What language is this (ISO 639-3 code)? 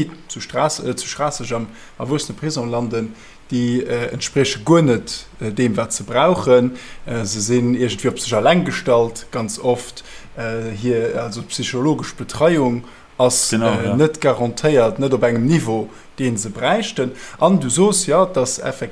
ltz